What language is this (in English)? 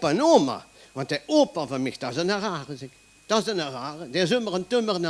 Limburgish